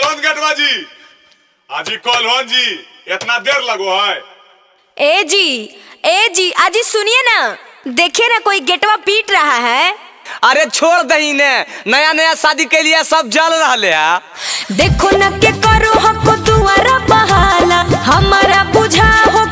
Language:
Magahi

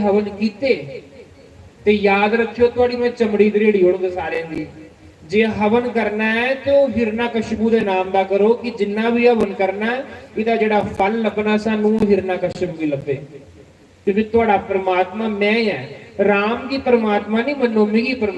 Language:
Dogri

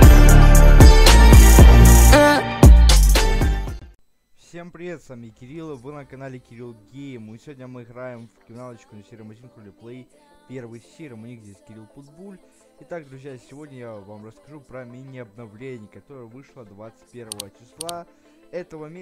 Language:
Russian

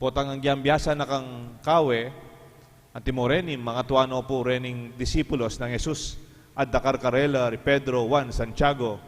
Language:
Pampanga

